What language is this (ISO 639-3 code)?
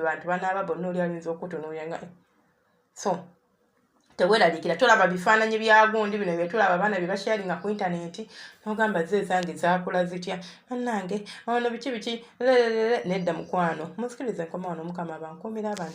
lug